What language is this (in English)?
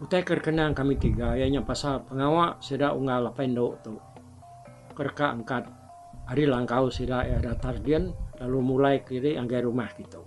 Iban